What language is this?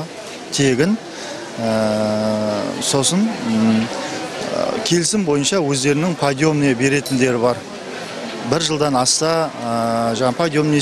Kazakh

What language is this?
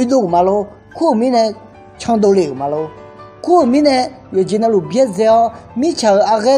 Akha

